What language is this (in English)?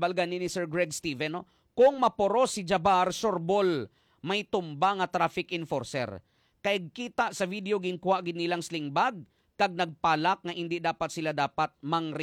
Hiligaynon